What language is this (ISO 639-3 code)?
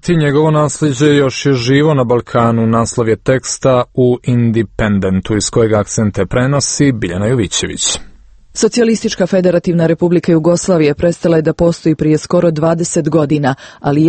srp